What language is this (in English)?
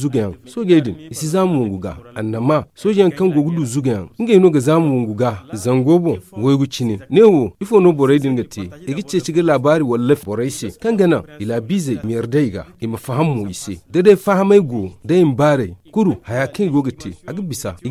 Zarma